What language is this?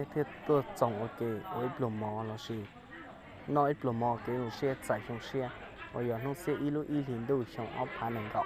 Hmong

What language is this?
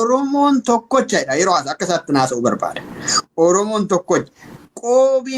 Oromo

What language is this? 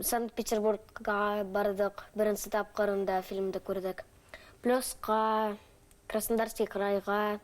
Bashkir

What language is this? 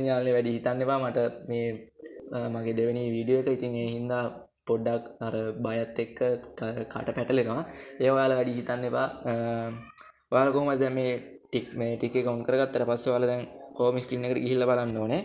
Sinhala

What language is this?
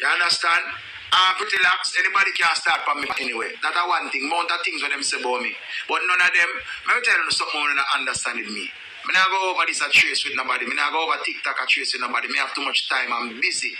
Jamaican Creole English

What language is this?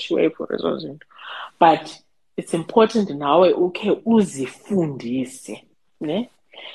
Xhosa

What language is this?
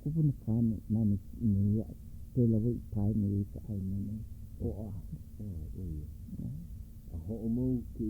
Hawaiian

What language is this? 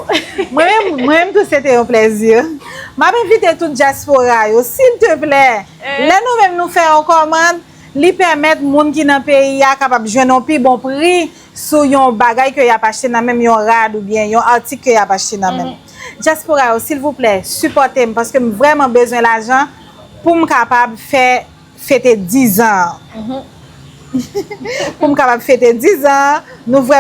Haitian Creole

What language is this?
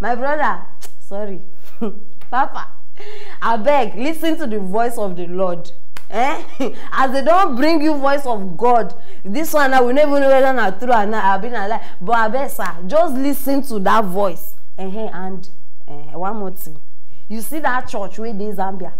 Nigerian Pidgin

